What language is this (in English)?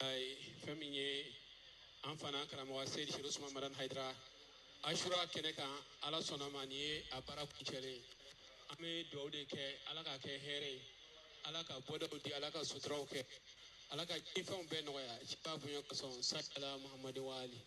Bambara